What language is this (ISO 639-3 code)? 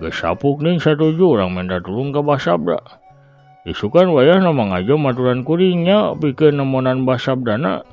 sun